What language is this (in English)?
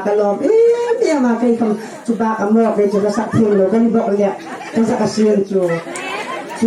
Hmar